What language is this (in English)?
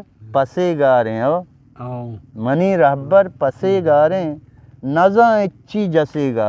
Eastern Balochi